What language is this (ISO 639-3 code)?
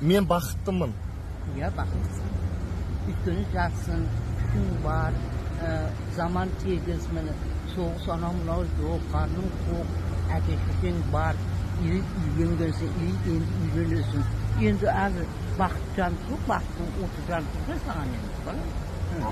kaz